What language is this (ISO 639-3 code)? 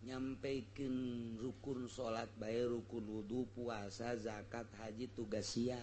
sun